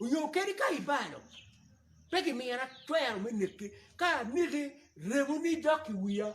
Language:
Acoli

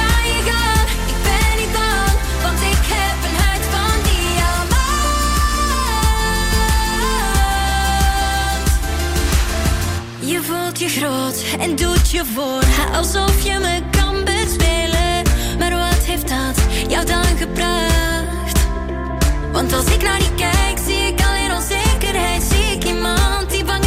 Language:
Dutch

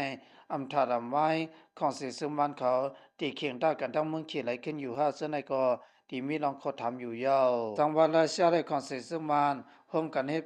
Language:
Lao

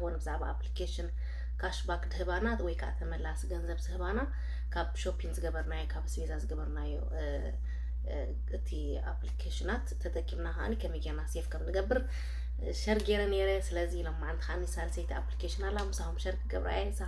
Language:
Tigrinya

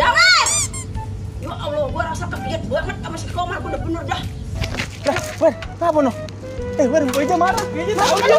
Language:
Betawi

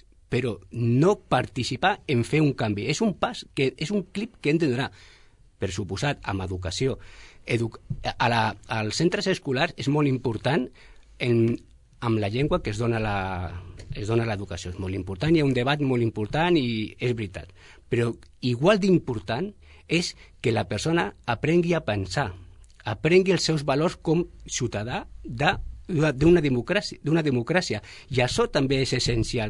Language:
Catalan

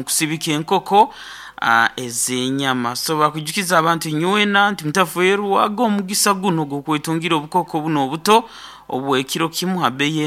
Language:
Nyoro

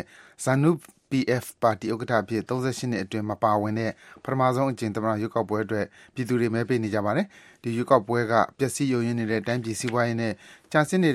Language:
Burmese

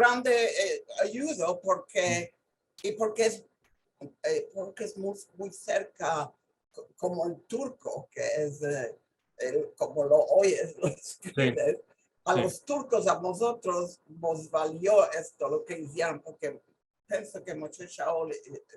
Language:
Ladino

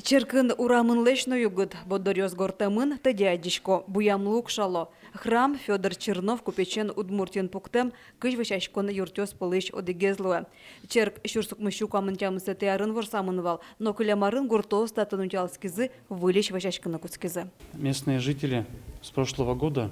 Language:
Udmurt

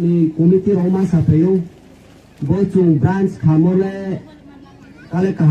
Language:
Riang (India)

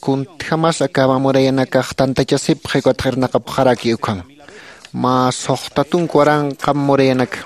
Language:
Aymara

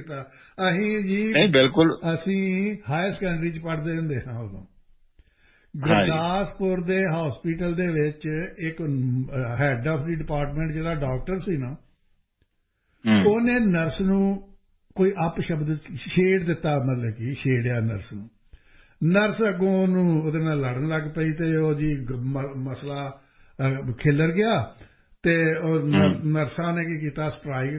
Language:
Punjabi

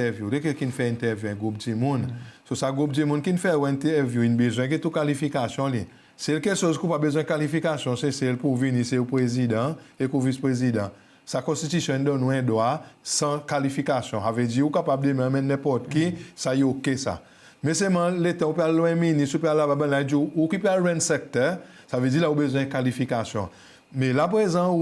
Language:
Seselwa Creole French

